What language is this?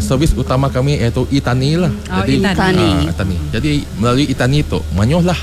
Iban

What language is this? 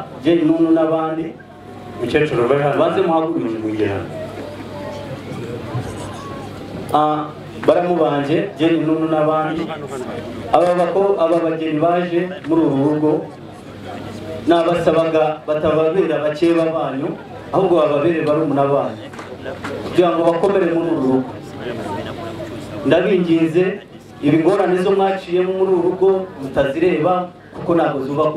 Kinyarwanda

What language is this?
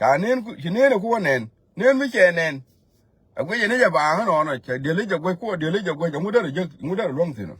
Nuer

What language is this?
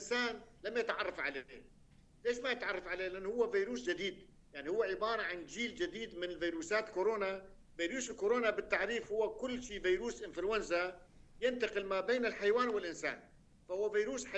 North Levantine Arabic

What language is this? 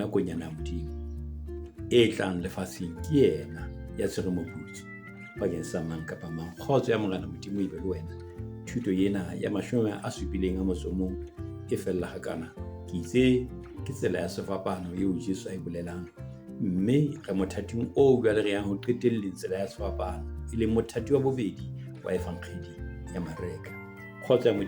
Southern Sotho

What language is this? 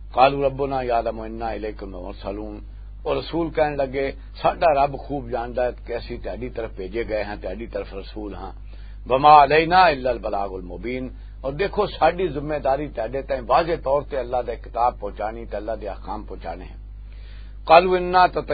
Western Panjabi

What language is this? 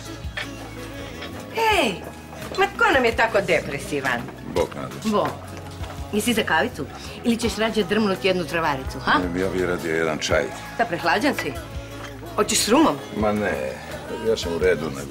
Croatian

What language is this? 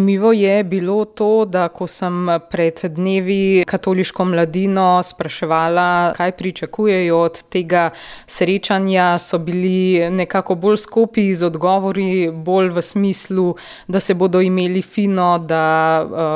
Slovenian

